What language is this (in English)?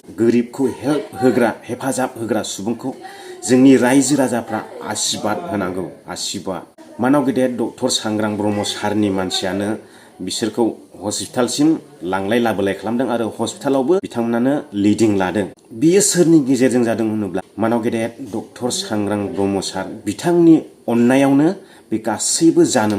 Bodo